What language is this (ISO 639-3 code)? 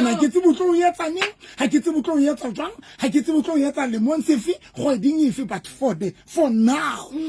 sot